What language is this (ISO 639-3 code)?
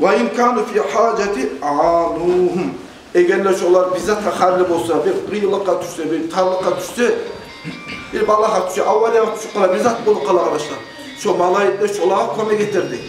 kum